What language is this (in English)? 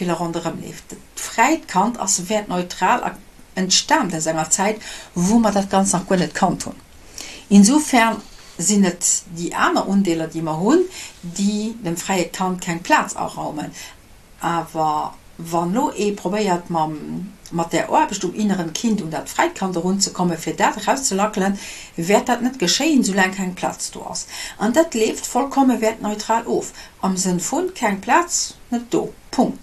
Luxembourgish